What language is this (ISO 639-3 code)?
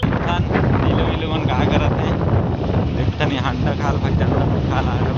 hne